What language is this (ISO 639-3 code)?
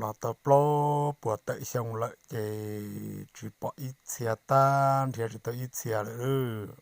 hmn